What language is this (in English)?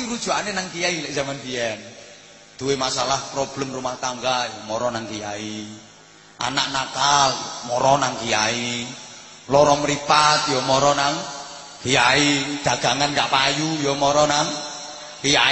Javanese